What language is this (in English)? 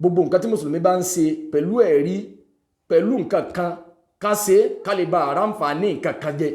Yoruba